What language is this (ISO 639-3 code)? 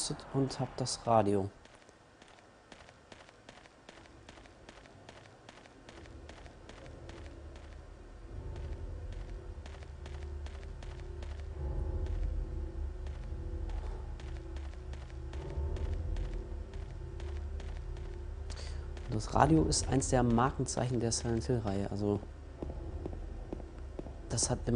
deu